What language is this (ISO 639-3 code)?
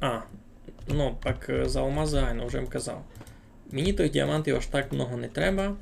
rue